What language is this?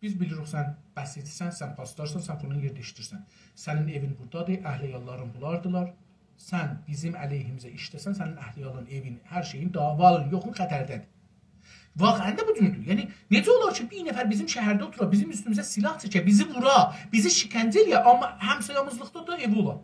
South Azerbaijani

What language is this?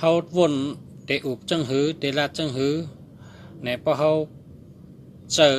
Shan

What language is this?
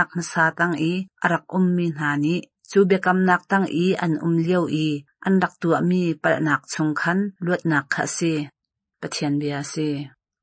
Hakha Chin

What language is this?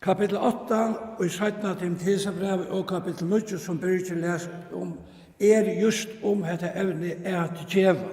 Faroese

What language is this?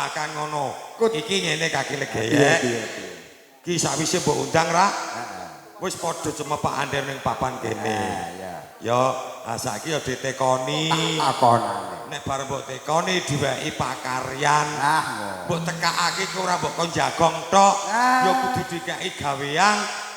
Javanese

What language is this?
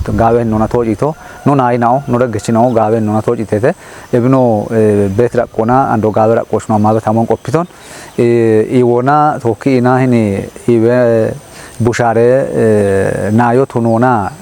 Kafa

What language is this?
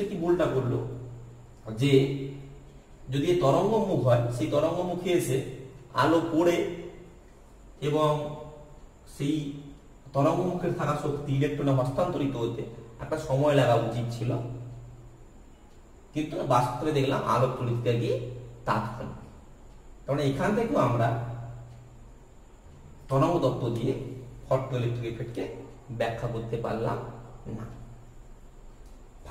Bangla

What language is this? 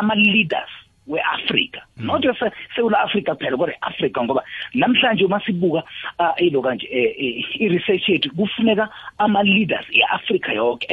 South Ndebele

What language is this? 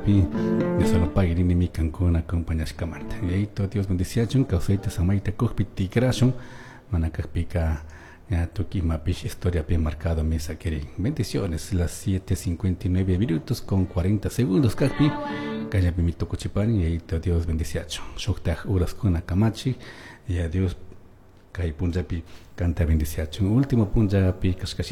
Chimborazo Highland Quichua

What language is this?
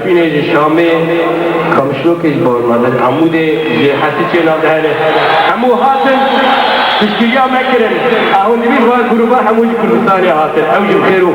Kurdish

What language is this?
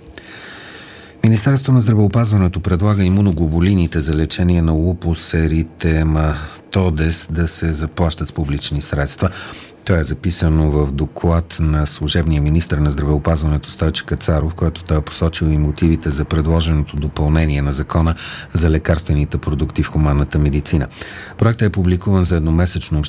Bulgarian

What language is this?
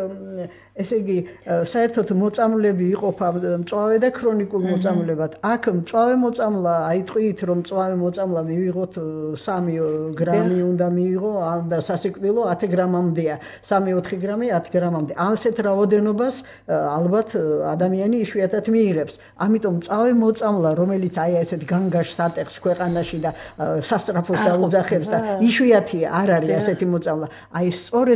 Georgian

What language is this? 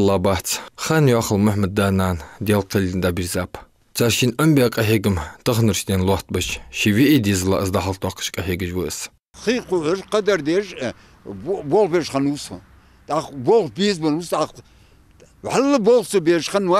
Ingush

